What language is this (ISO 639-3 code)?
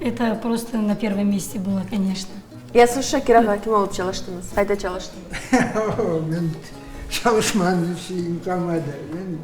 crh